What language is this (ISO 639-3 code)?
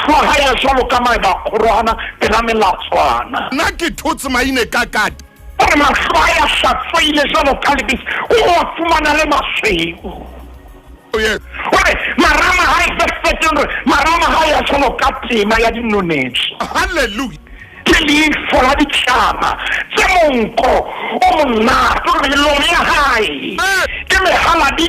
sot